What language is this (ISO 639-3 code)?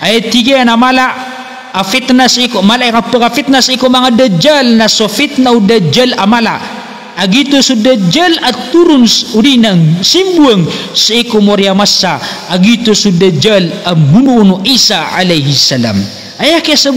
mrw